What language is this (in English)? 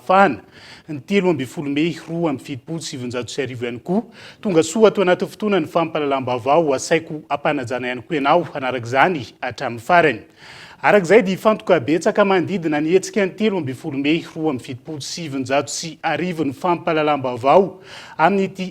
Malagasy